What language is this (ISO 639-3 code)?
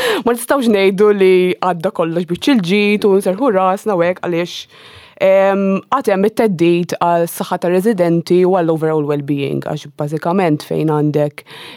mlt